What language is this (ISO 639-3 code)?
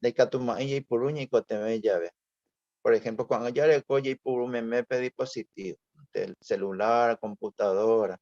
grn